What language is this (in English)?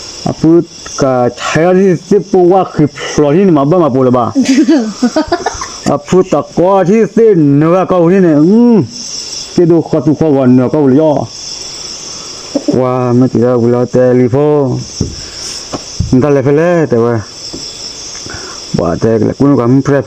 S'gaw Karen